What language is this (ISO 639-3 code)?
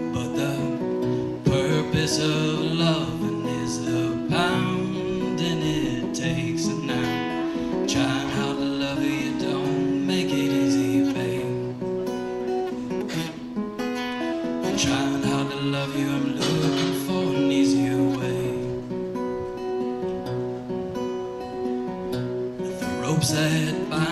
eng